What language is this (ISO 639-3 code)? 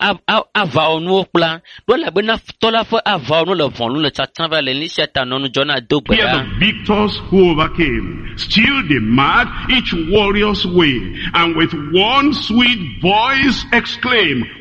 ewe